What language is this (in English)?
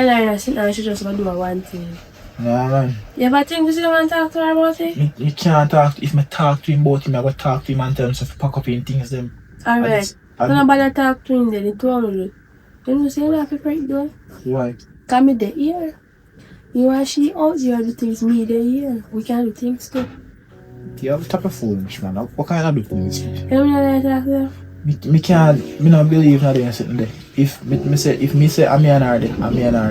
Jamaican Creole English